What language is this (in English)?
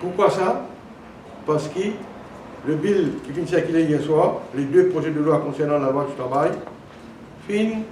Morisyen